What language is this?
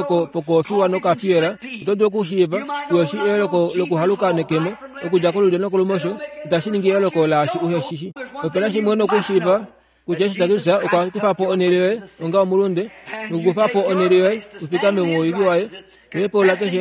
Kuanyama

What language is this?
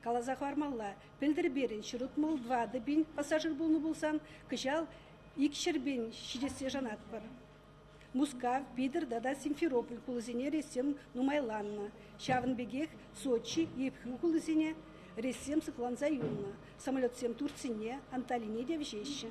Chuvash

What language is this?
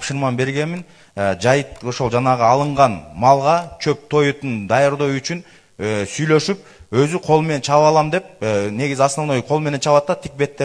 Kyrgyz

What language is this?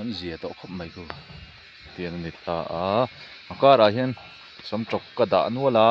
Mizo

